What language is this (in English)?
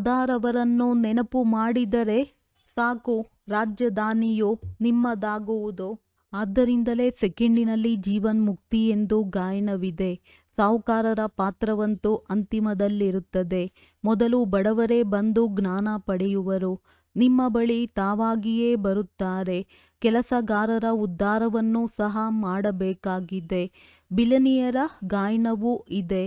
Kannada